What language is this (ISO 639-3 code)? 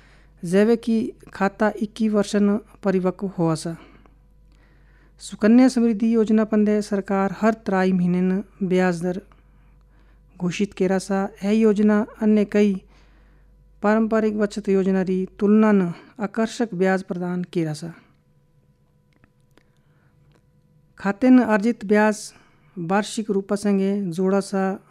hin